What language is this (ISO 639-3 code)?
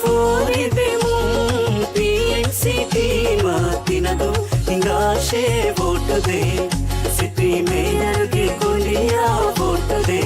div